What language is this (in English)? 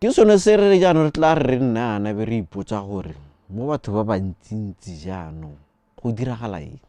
Tswana